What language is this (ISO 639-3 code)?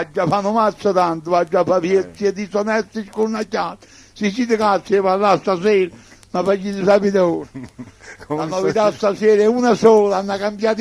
nap